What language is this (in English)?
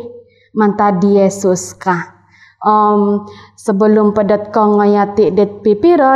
Central Dusun